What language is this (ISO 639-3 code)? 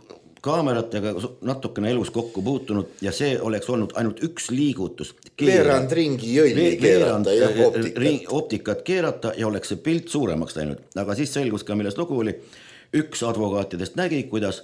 est